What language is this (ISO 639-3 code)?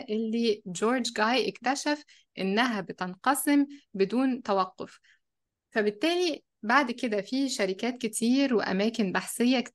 arz